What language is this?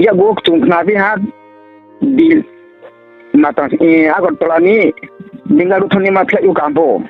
Riang (India)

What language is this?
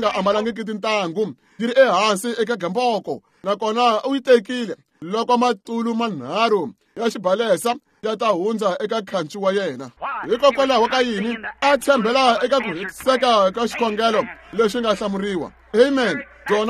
Tsonga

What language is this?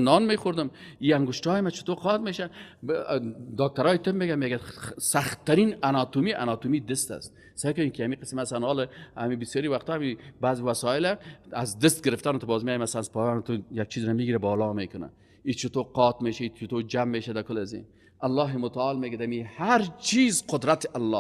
Persian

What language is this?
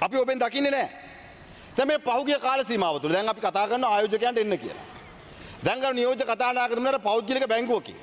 Sinhala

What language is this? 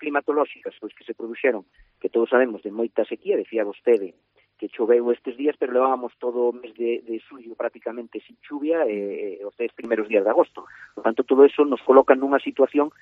Galician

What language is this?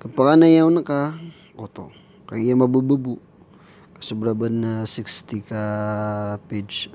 Maranao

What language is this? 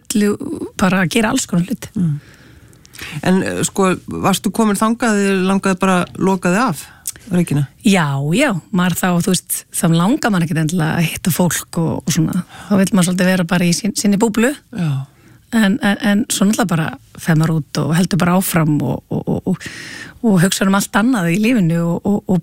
Icelandic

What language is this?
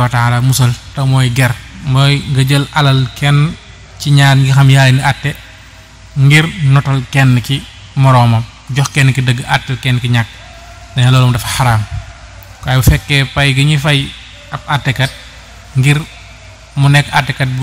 Wolof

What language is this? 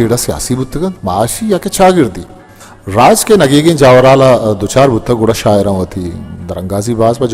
Baluchi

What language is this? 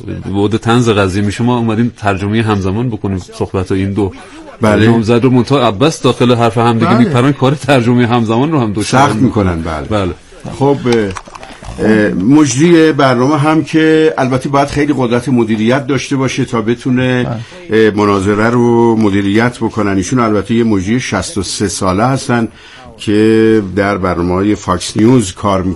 Persian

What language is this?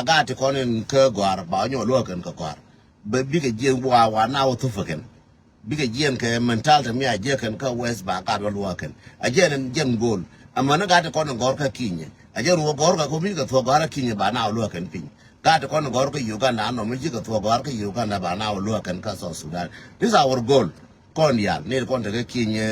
Nuer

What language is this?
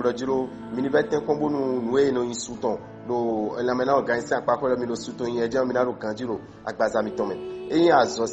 Fon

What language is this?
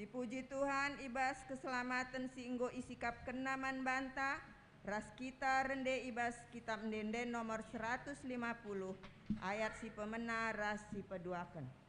Batak Karo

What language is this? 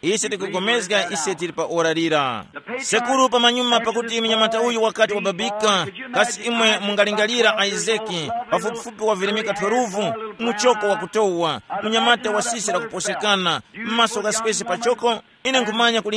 Tumbuka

